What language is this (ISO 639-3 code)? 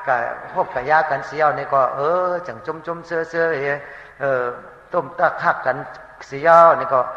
shn